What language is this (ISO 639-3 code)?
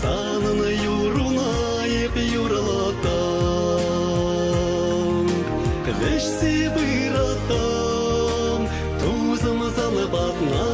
chv